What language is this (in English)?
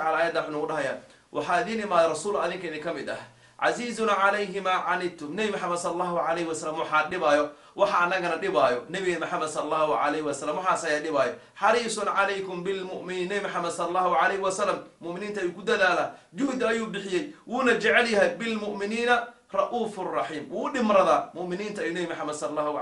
Somali